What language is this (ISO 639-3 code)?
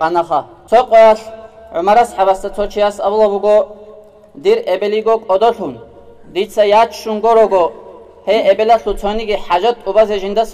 ava